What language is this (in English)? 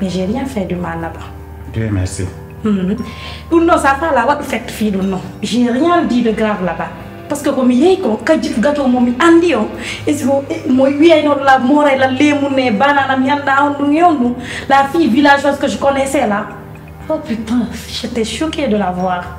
Pular